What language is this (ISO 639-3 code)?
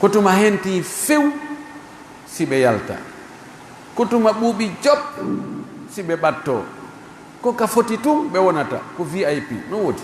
fuf